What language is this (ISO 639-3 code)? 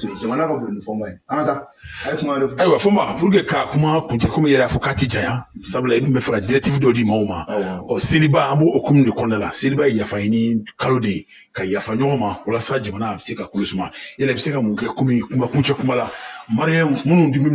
bam